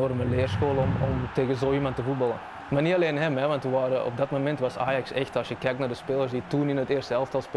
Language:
Dutch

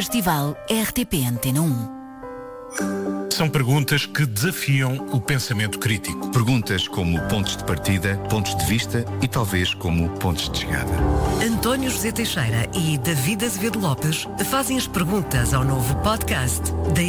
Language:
Portuguese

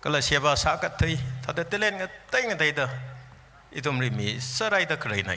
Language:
Tangkhul Naga (India)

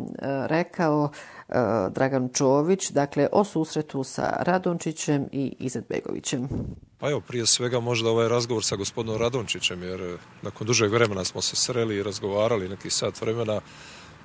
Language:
Bosnian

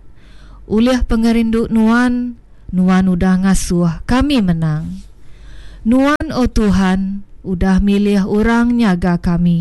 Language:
Iban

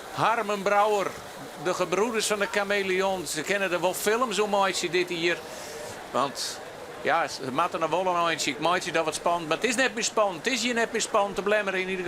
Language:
Western Frisian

